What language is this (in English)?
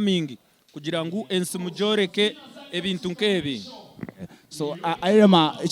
Nyankole